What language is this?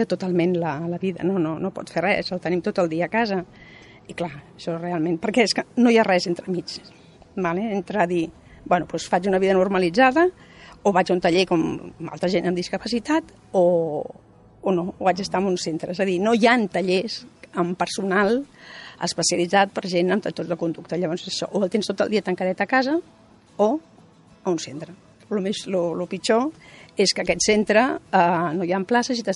Catalan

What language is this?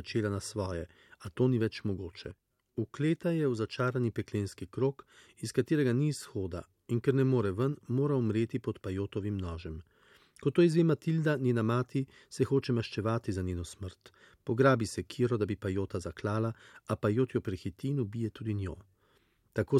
Slovenian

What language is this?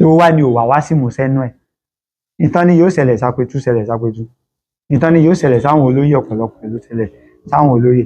Yoruba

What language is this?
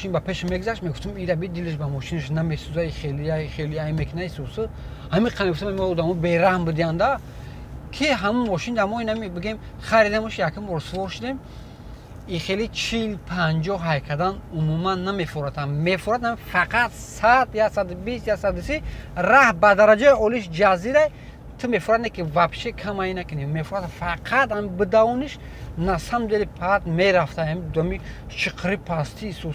Tajik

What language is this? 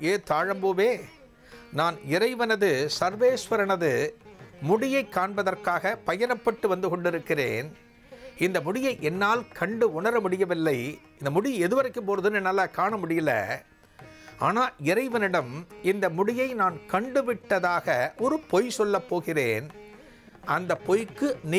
Tamil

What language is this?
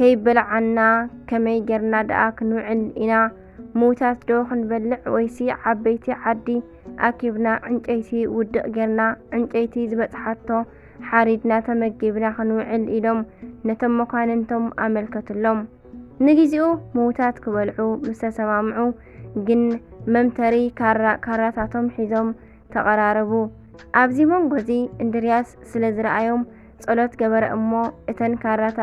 Tigrinya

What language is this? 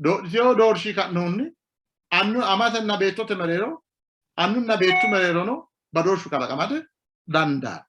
Sidamo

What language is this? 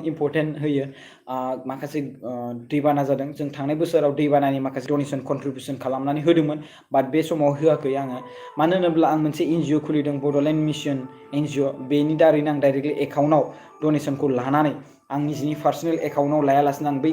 Bodo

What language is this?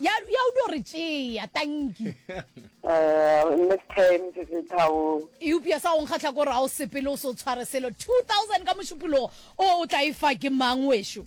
Northern Sotho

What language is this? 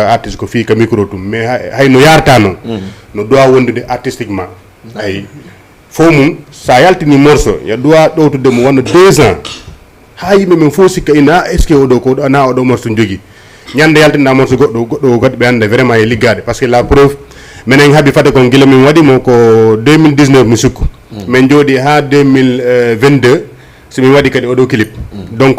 Fula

